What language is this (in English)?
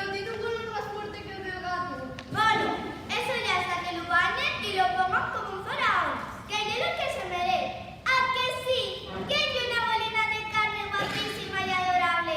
Asturian